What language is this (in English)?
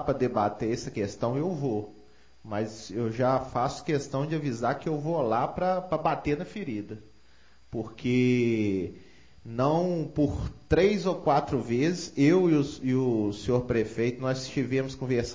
Portuguese